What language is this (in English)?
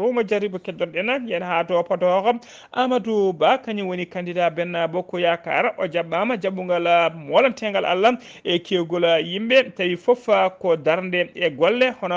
Fula